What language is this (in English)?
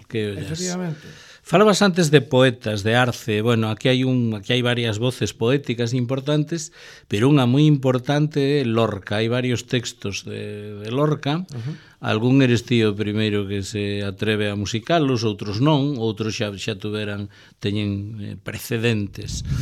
Galician